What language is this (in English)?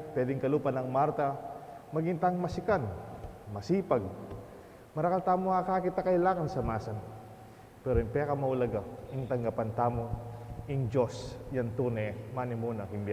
Pampanga